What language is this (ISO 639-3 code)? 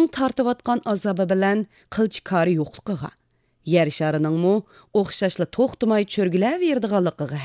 uig